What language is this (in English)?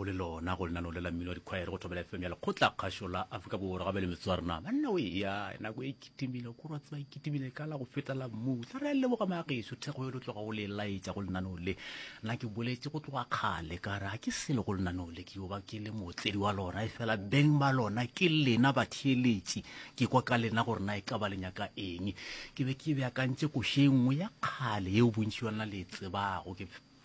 Northern Sotho